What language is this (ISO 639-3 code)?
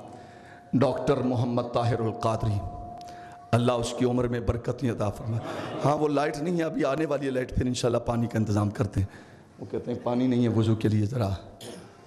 urd